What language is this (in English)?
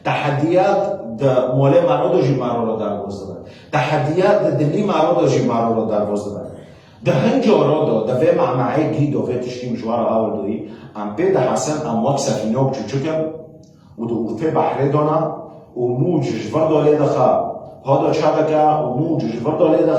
Kurdish